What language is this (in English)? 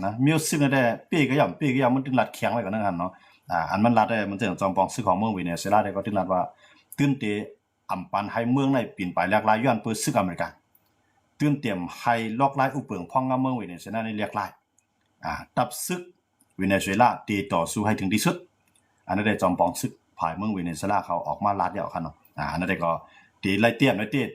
Shan